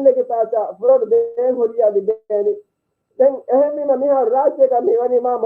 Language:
Divehi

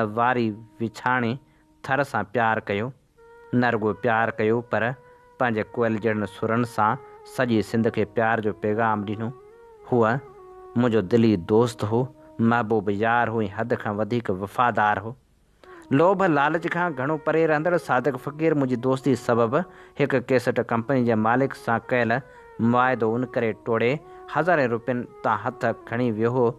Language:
Sindhi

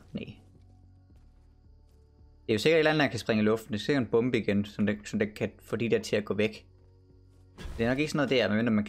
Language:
Danish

